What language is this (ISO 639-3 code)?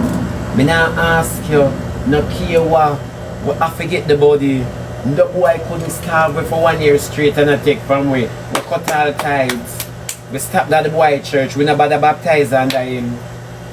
jam